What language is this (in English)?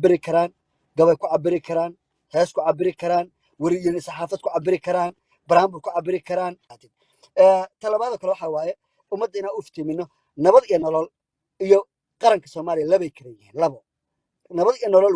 Somali